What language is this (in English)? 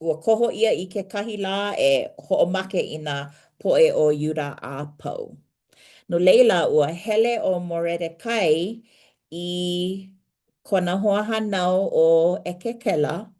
Hawaiian